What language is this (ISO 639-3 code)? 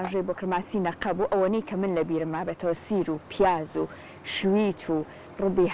ckb